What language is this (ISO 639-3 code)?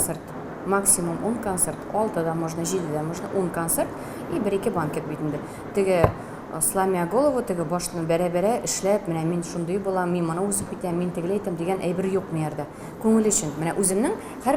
tat